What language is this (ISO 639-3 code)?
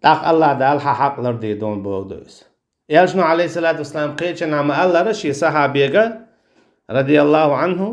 che